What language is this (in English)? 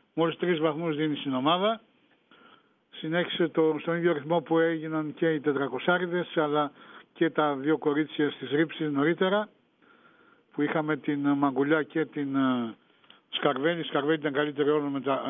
Greek